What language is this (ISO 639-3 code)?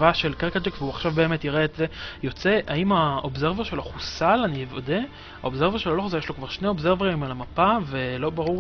heb